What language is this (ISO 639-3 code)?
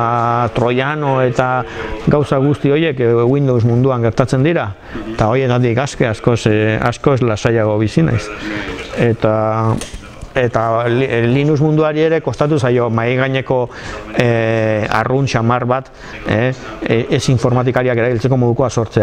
eus